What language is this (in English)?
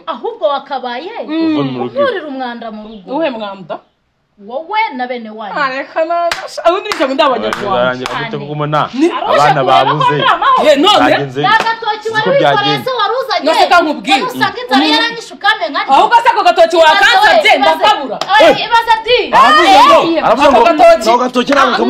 Kinyarwanda